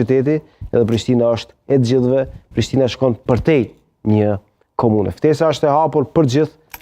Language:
Albanian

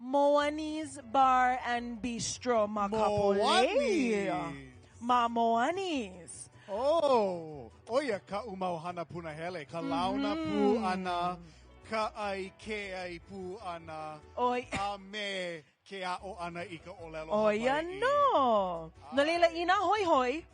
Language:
Hawaiian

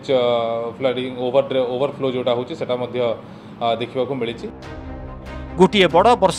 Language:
Odia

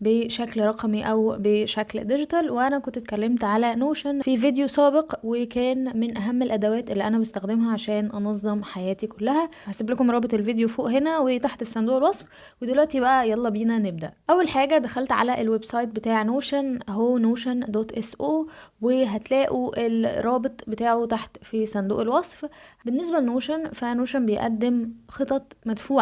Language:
Egyptian Arabic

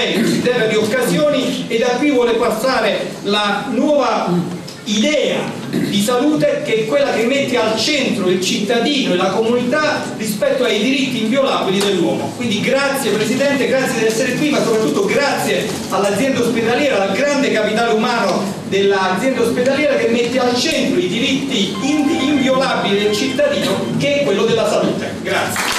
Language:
Italian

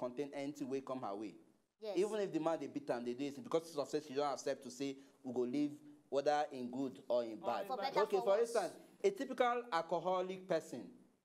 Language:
Nigerian Pidgin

